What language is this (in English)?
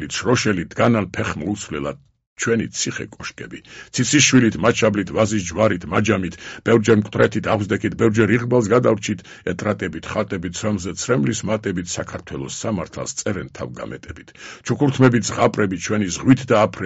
Georgian